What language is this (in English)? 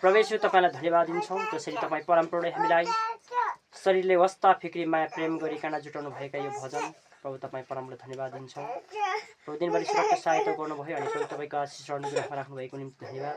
Nepali